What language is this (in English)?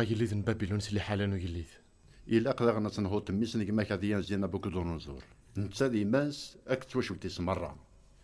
Kabyle